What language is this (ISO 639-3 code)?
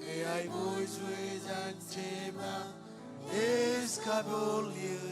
mah